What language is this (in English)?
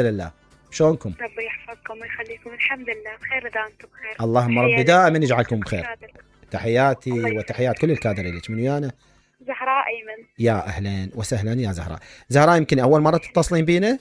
Mesopotamian Arabic